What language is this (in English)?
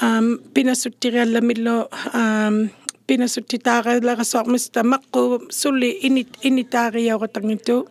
Inuktitut